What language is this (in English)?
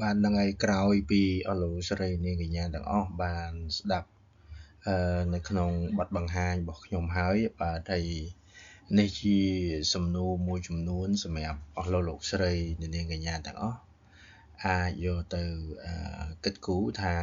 Khmer